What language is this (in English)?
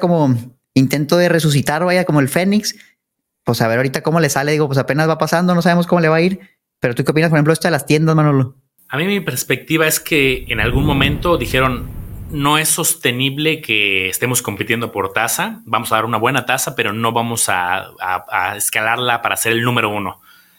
Spanish